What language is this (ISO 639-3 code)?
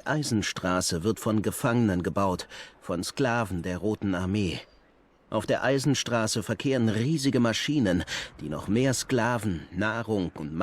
gsw